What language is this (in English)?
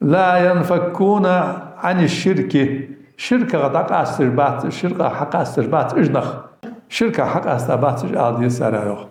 Ingush